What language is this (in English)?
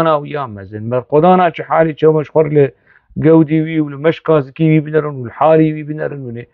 Kurdish